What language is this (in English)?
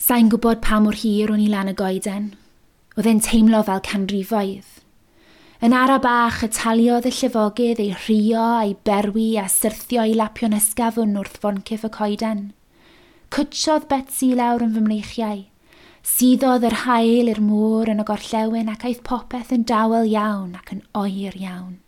Welsh